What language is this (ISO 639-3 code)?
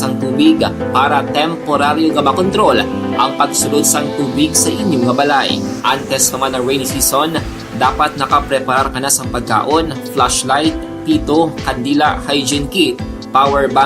hil